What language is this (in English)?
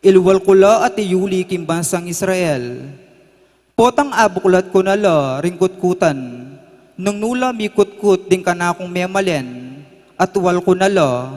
Pampanga